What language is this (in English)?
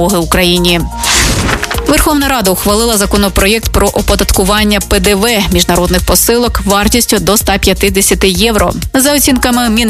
Ukrainian